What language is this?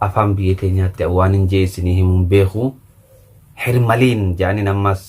Oromo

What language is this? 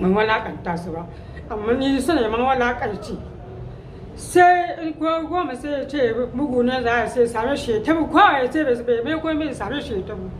Hausa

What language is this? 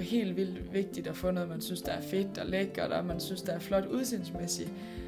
Danish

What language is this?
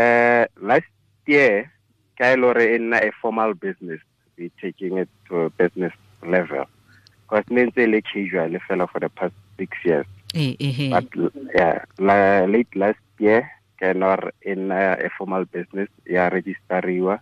Tswana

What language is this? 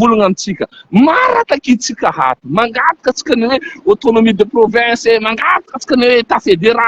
Malagasy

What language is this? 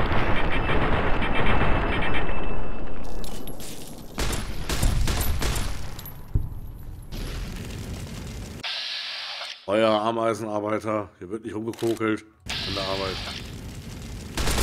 German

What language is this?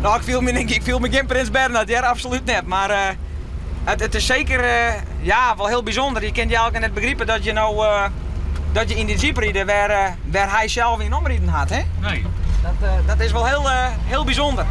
Western Frisian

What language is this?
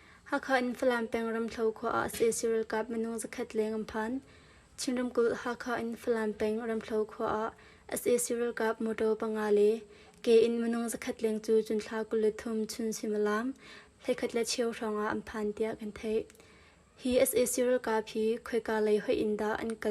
Hakha Chin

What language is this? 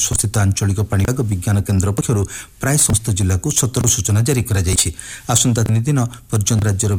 Odia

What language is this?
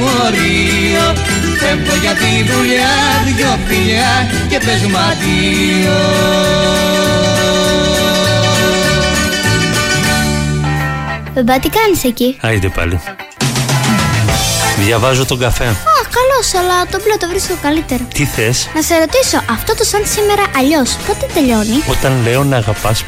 Greek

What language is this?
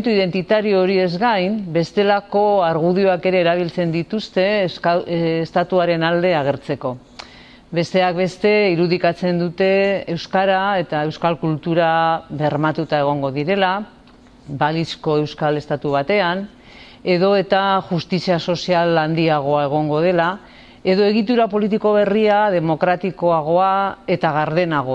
Basque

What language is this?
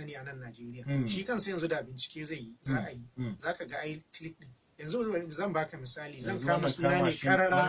Hausa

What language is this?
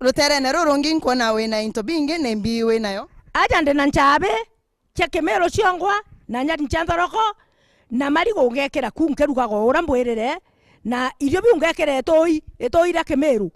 Meru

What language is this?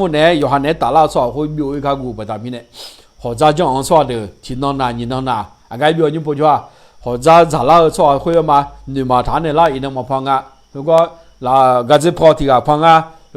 Akha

